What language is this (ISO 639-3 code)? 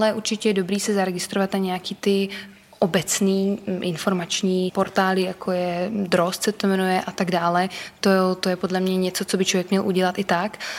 ces